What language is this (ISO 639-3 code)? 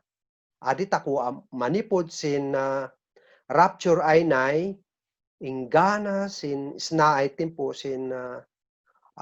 kne